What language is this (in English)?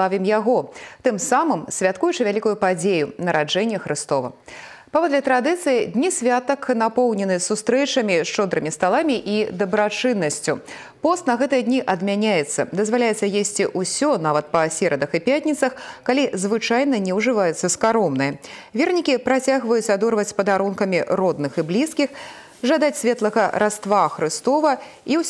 Belarusian